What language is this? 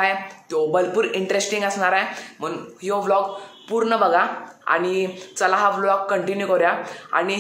Marathi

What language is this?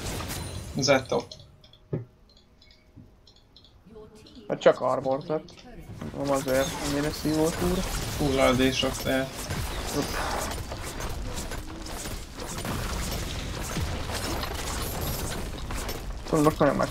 Hungarian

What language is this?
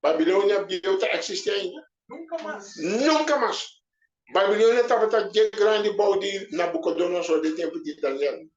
Papiamento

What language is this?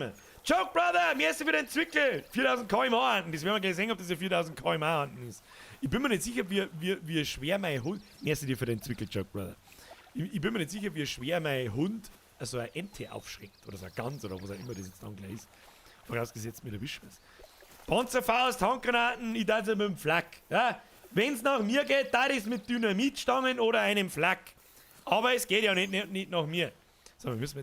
Bavarian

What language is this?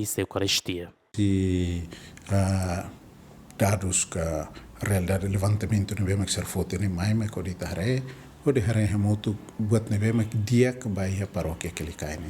Tetum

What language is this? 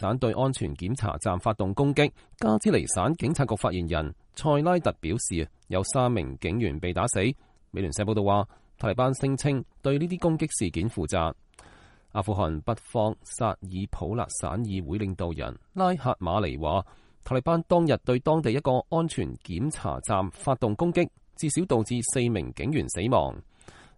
Cantonese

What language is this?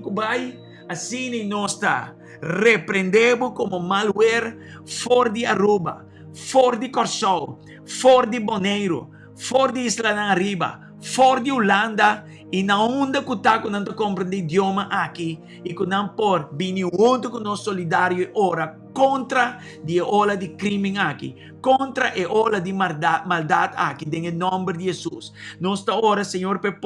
Papiamento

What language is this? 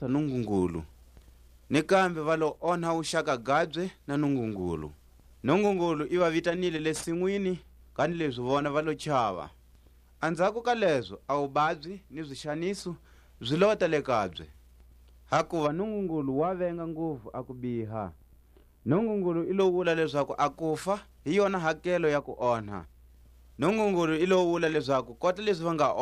Tswa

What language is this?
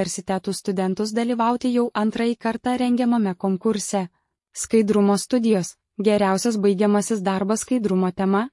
Lithuanian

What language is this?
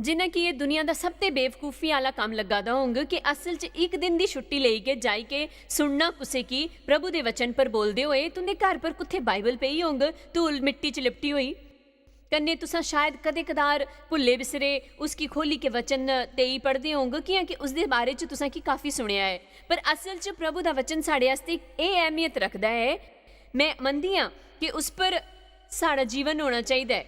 Dogri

